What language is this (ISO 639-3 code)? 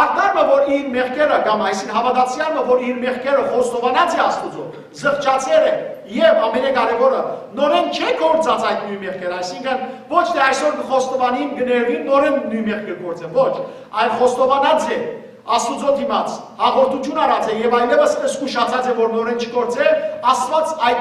hyw